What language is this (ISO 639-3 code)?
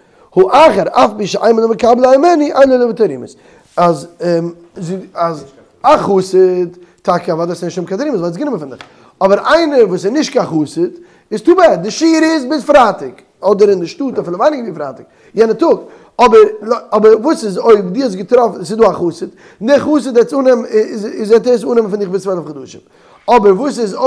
yid